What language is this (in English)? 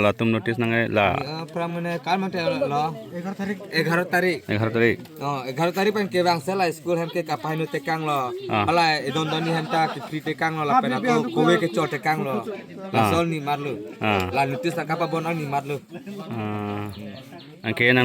Karbi